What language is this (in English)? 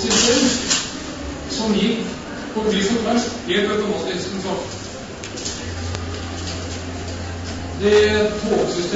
Norwegian